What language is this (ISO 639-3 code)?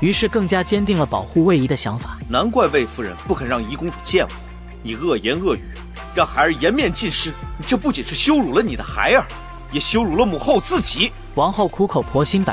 zho